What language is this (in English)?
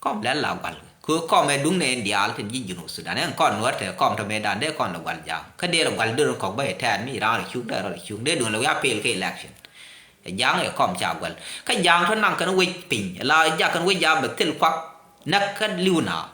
Nuer